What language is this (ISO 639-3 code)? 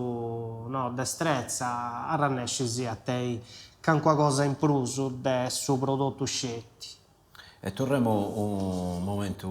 srd